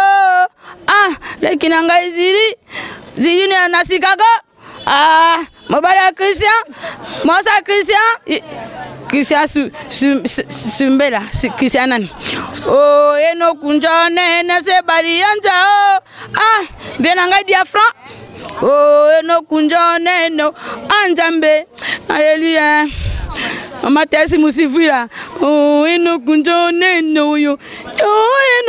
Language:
Lingala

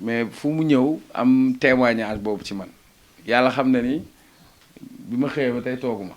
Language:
Wolof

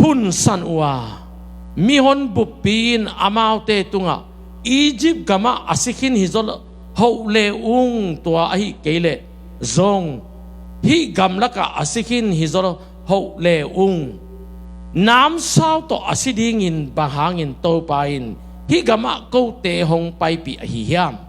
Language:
Tedim Chin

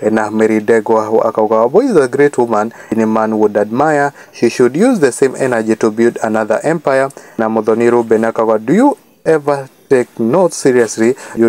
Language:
Kikuyu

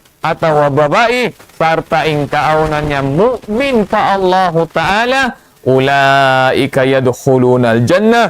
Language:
Tausug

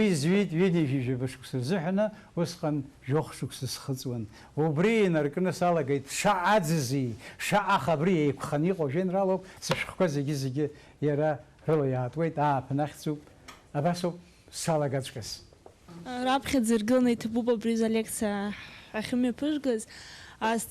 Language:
Abkhazian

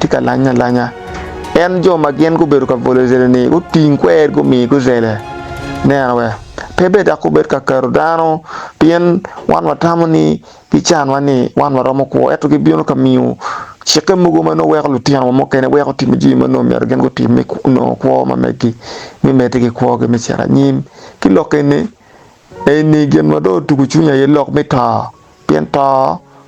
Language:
Acoli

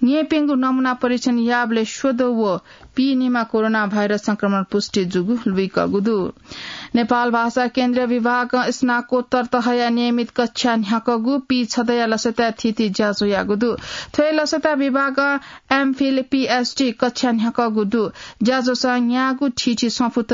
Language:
Newari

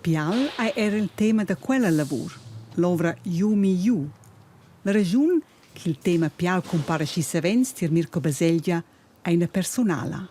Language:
Romansh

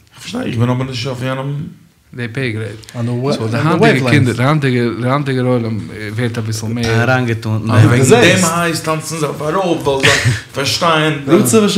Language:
Yiddish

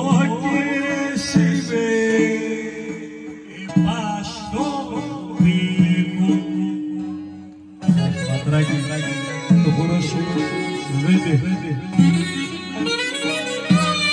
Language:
Greek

